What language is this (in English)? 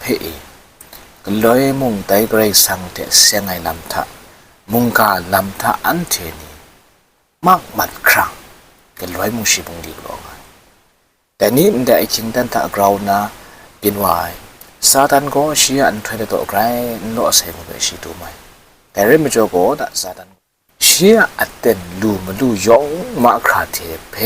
Kachin